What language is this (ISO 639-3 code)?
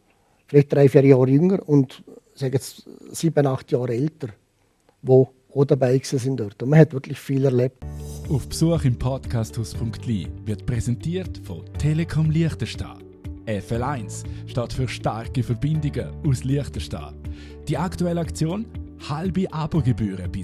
gsw